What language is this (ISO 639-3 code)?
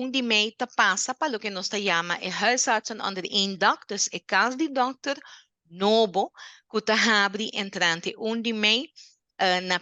pap